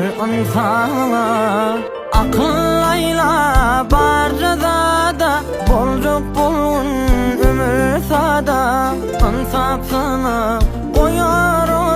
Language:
Turkmen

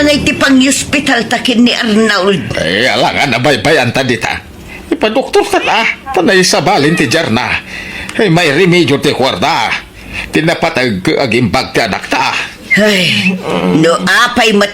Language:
Iloko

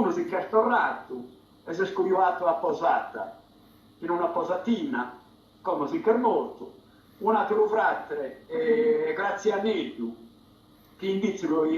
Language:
Sardinian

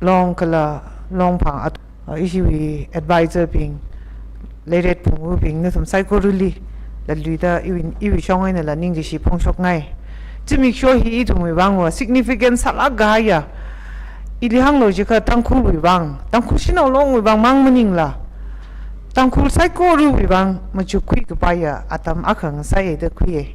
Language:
Tangkhul Naga (India)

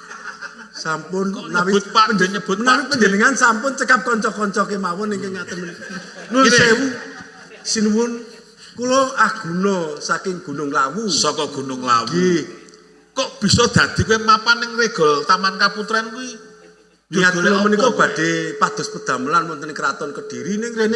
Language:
Javanese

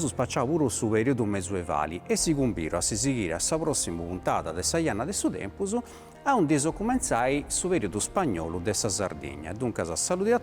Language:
Sardinian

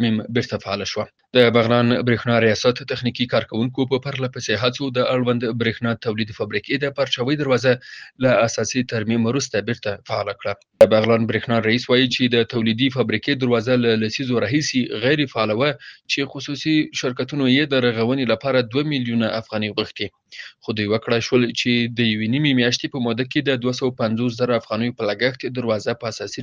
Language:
Pashto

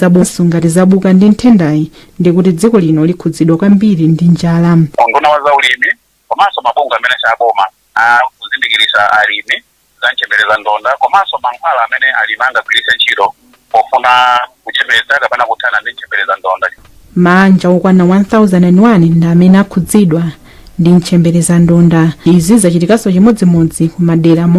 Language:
Nyanja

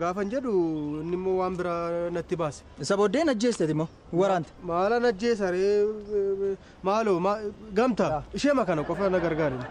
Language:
Oromo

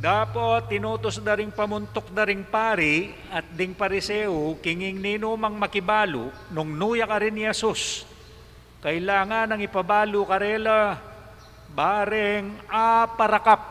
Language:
Pampanga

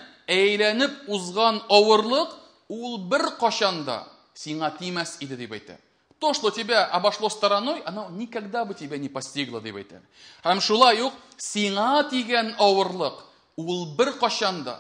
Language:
Tatar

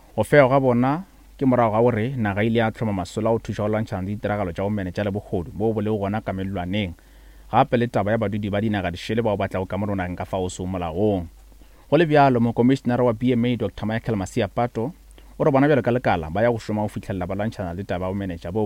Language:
Northern Sotho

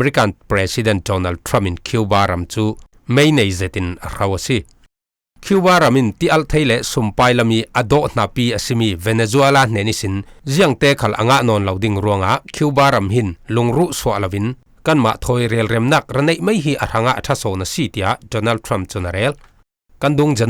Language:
Falam Chin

